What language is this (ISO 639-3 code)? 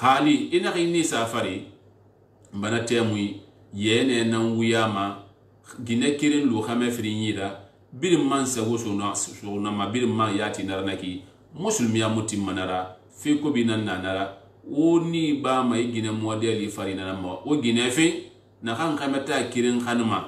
sus